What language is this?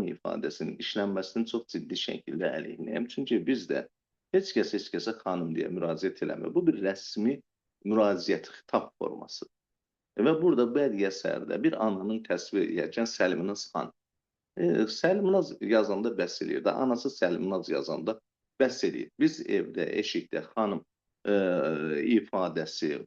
Azerbaijani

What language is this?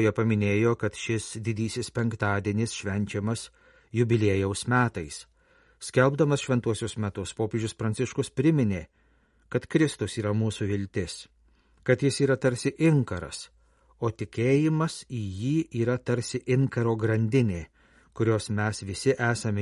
Lithuanian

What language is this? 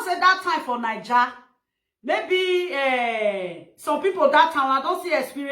Nigerian Pidgin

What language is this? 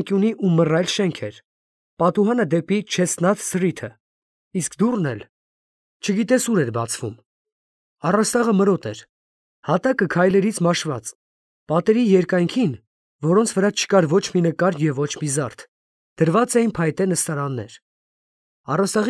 Armenian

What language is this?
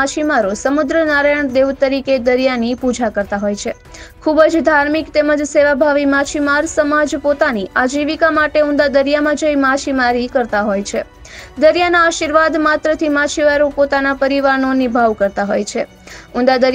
Gujarati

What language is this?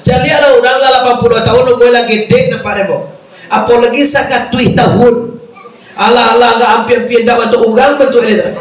Minangkabau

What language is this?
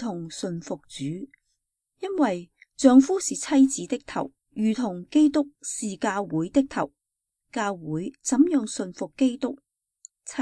Cantonese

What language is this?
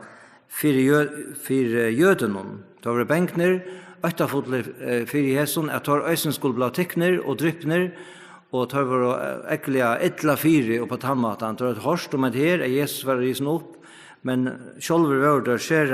Faroese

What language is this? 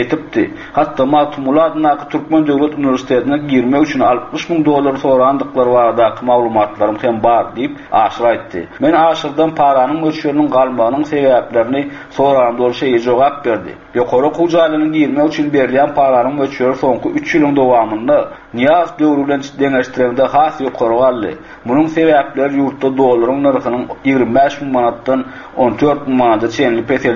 Turkmen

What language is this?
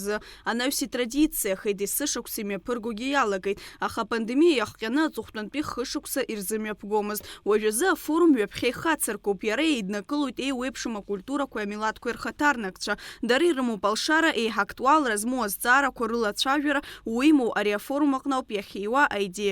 Abkhazian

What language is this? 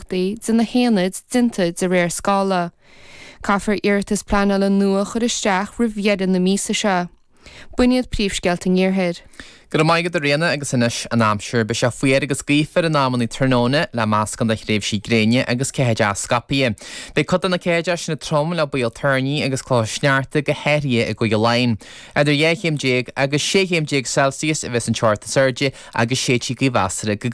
Irish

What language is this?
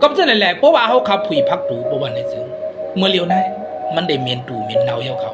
Shan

